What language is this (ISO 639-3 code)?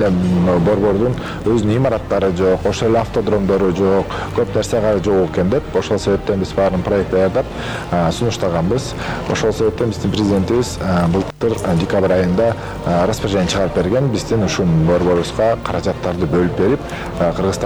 kir